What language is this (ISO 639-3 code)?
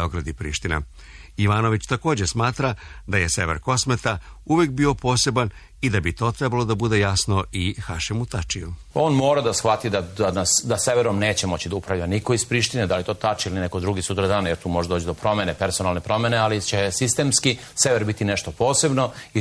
srp